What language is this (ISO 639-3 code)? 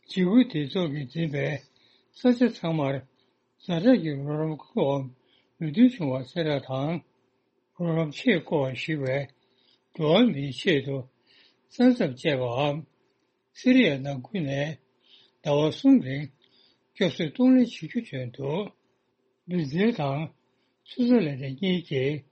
bod